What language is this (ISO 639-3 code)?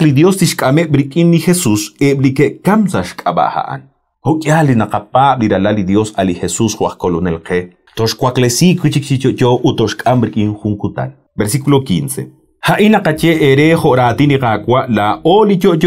kek